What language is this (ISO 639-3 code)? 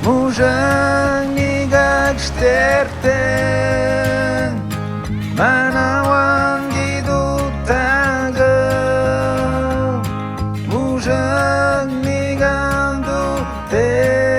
atj